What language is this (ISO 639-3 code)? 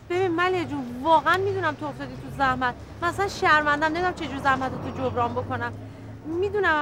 fas